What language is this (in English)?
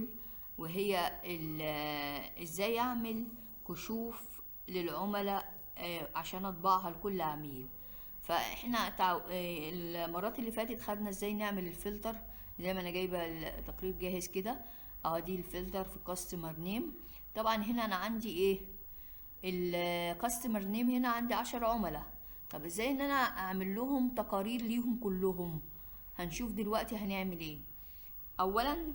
Egyptian Arabic